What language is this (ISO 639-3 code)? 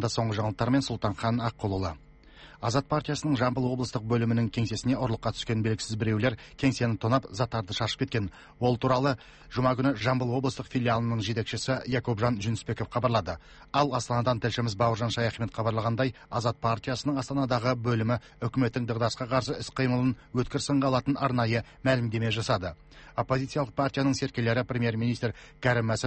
kaz